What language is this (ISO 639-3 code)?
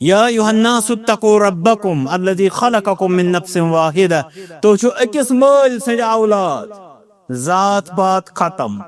kas